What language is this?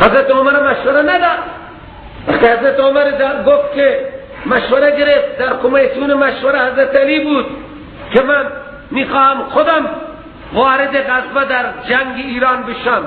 Persian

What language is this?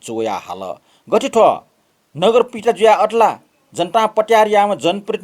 Newari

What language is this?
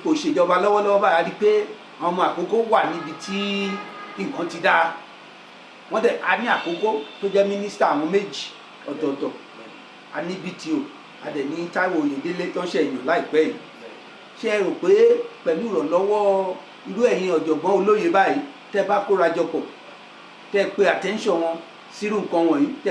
Yoruba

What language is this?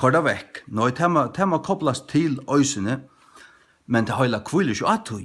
Faroese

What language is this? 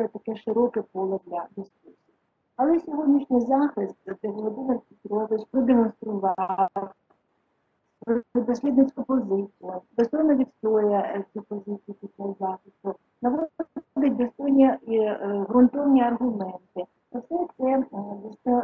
Ukrainian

